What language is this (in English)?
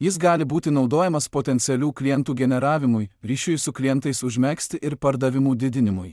Lithuanian